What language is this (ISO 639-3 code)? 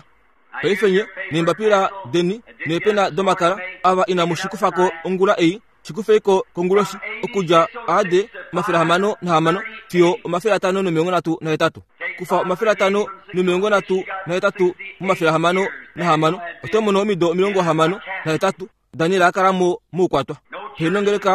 kua